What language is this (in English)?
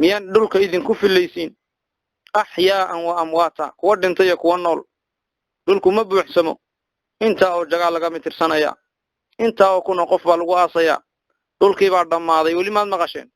Somali